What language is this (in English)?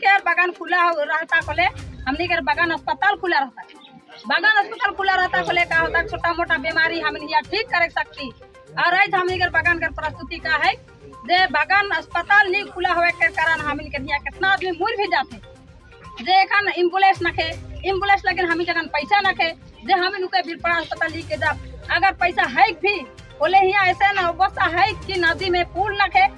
Sadri